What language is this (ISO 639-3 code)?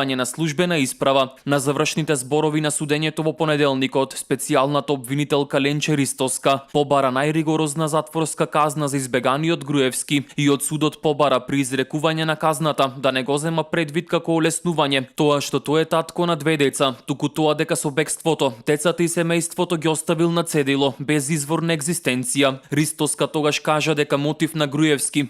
mkd